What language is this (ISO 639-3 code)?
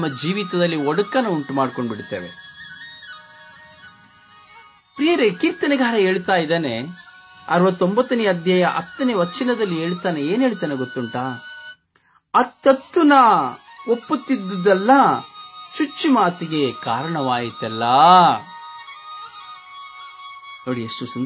kan